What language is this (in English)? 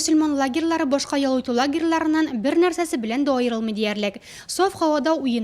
Tatar